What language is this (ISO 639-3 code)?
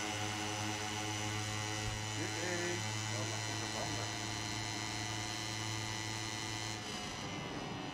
nld